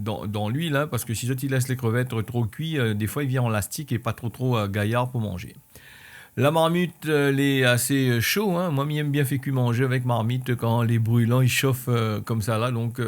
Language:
Réunion Creole French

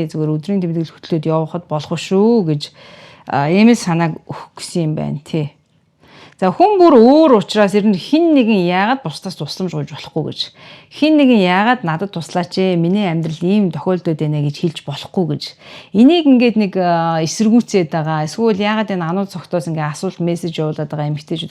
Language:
Mongolian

